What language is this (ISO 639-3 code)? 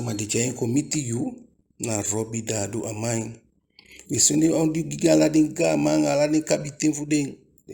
djk